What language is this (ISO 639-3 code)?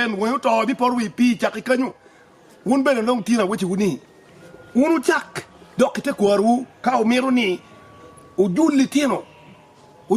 ach